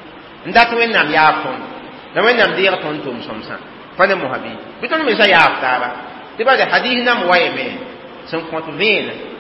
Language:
Mossi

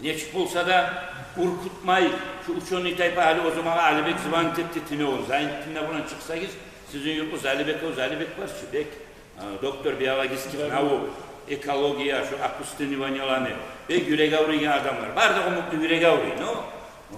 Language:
Kumyk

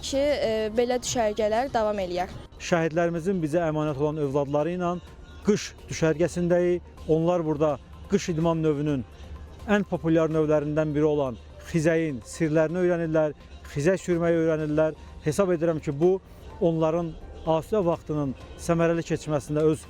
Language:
Azerbaijani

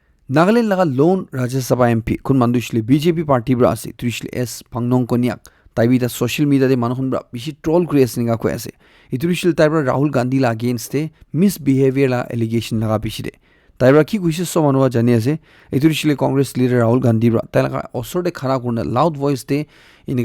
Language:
Naga Pidgin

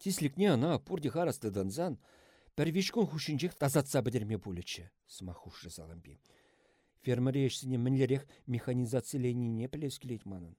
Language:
Chuvash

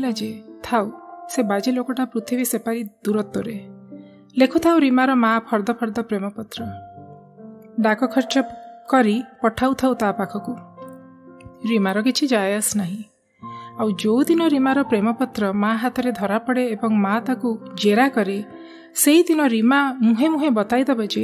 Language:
Odia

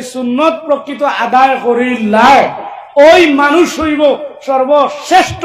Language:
Sylheti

